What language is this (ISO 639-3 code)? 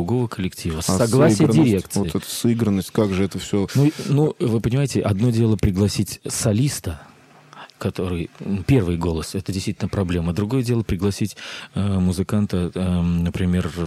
rus